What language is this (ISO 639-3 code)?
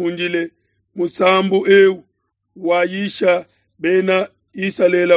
lua